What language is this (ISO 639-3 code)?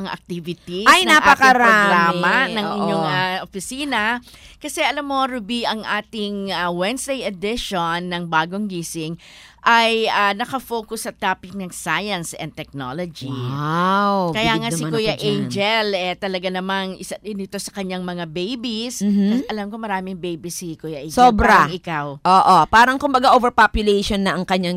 fil